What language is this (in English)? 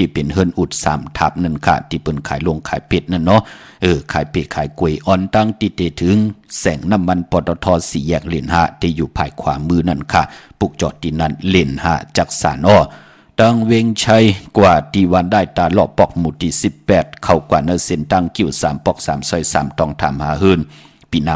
Shan